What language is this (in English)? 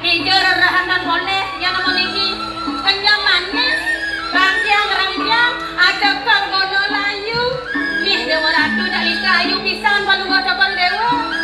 Balinese